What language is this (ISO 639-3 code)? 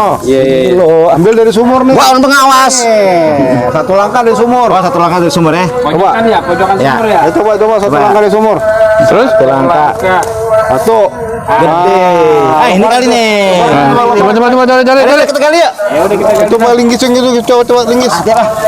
bew